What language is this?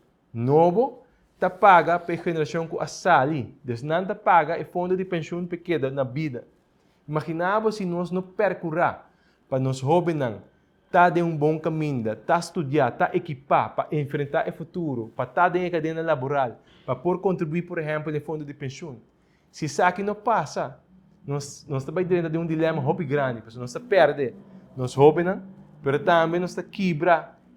Papiamento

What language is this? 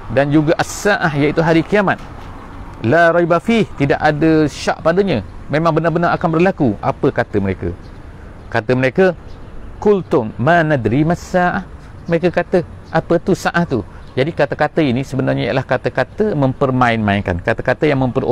Malay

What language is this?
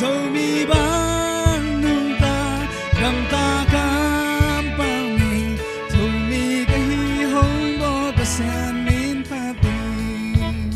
Tedim Chin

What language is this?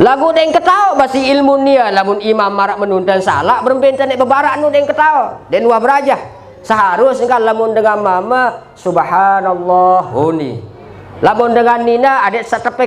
Sasak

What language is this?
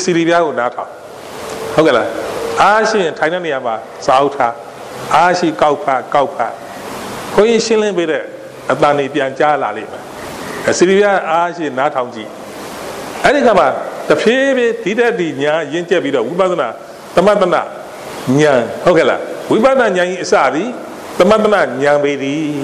Burmese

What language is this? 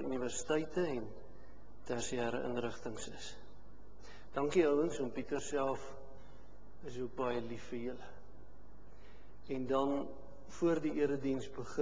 Afrikaans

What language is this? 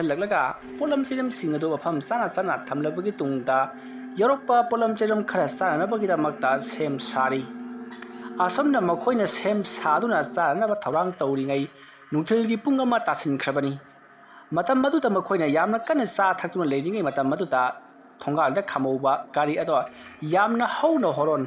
Manipuri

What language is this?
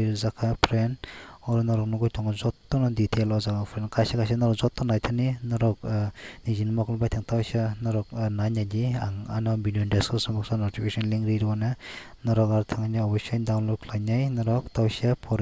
Kok Borok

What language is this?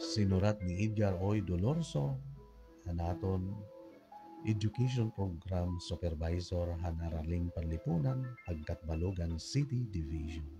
Waray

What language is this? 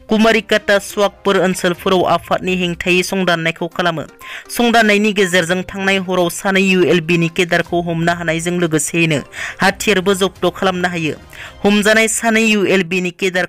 Bodo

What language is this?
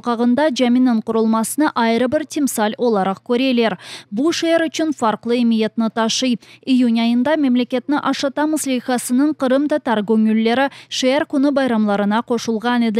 Crimean Tatar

